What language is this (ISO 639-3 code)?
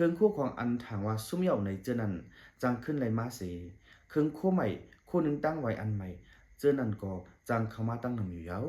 shn